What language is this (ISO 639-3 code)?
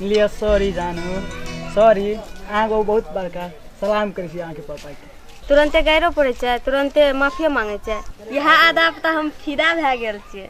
mai